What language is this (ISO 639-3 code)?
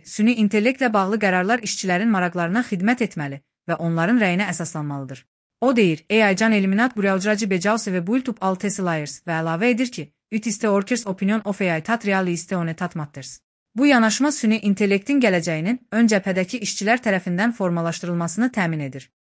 aze